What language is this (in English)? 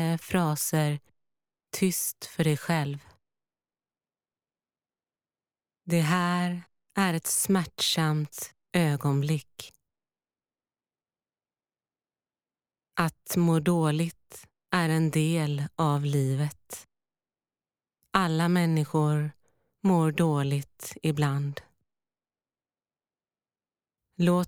Swedish